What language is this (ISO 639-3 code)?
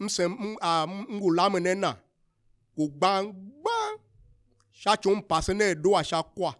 tiv